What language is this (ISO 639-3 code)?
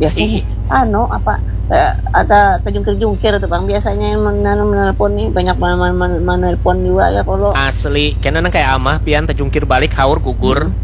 bjn